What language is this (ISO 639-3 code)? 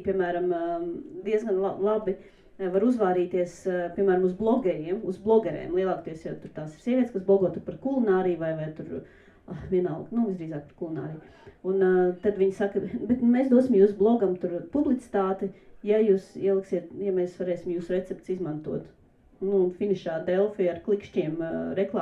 lav